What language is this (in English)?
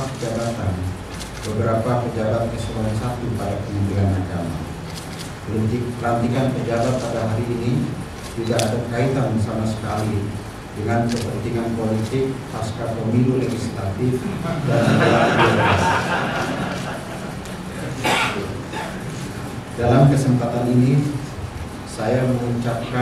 Indonesian